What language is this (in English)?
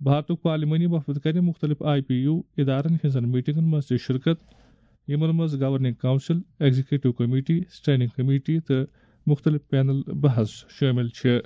Kashmiri